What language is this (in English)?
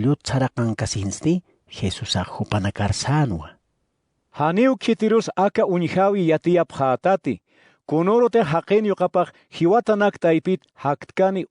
Aymara